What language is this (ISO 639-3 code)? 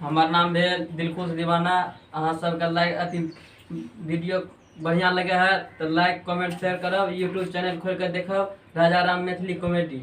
mai